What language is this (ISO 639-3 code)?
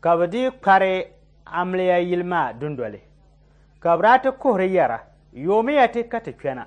dag